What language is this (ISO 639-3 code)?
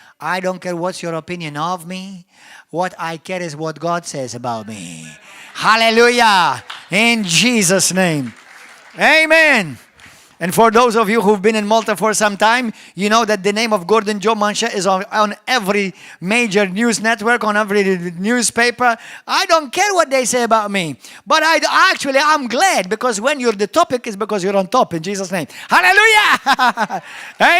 eng